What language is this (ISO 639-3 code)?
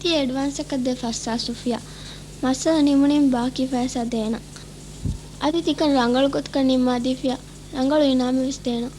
div